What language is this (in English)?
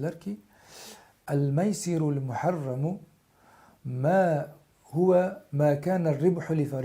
Uzbek